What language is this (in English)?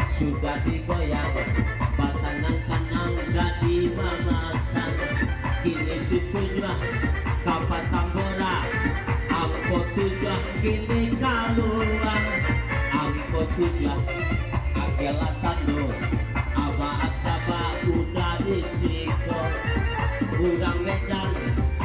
Minangkabau